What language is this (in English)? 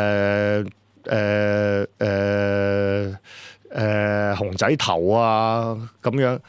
Cantonese